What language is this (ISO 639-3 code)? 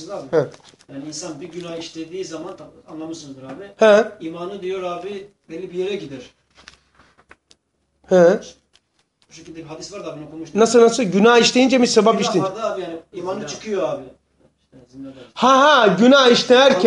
tur